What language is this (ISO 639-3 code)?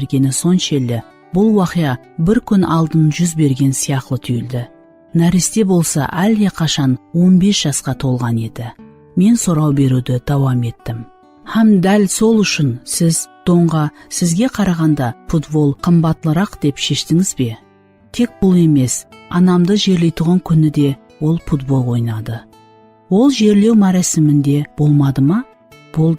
kaa